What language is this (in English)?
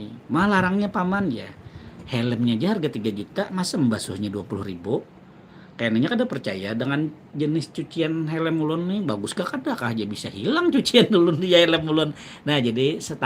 Banjar